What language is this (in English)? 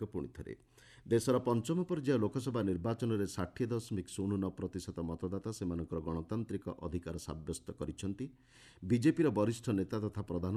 Odia